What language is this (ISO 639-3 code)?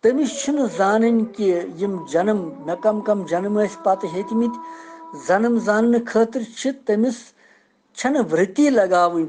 kas